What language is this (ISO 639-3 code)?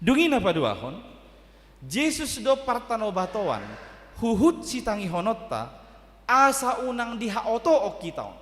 bbc